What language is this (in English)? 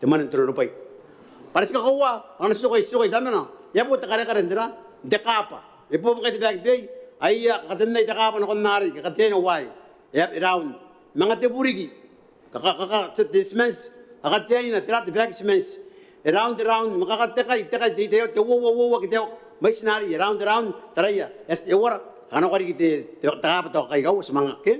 Gilbertese